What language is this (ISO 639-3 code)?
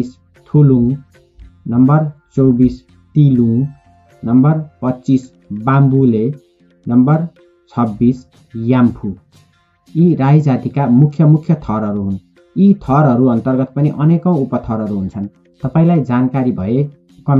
nep